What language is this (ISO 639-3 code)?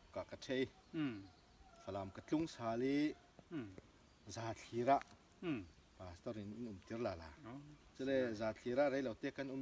cfm